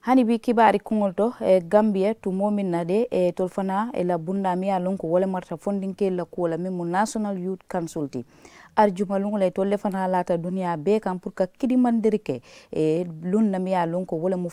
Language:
Mandingo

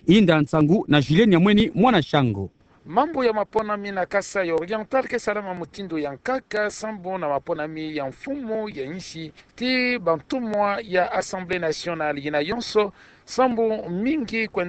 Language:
Kituba (Democratic Republic of Congo)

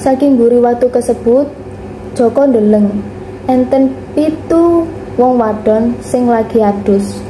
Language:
Javanese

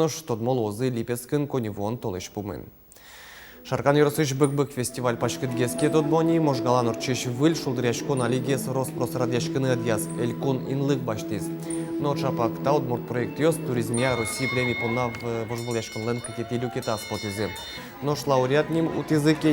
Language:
Udmurt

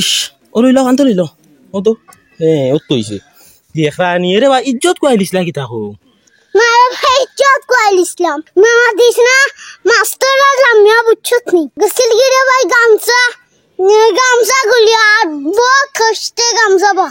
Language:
Sylheti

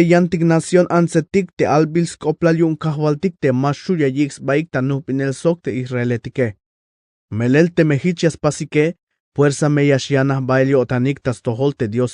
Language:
Tzeltal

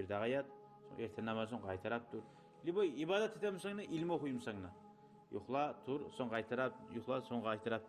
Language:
Kumyk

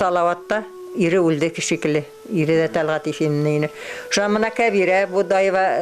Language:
Bashkir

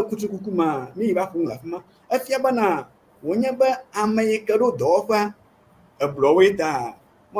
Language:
Ewe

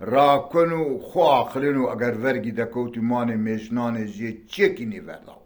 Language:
Zaza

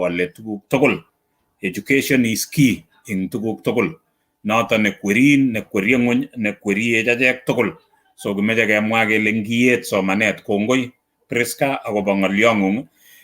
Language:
Kalenjin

